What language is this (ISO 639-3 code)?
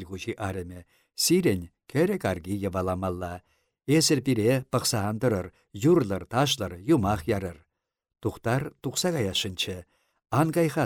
chv